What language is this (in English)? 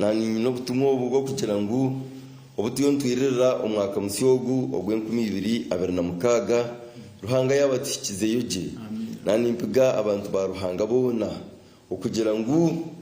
Nyankole